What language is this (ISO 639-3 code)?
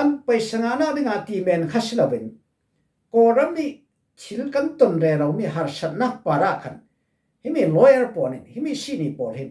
cfm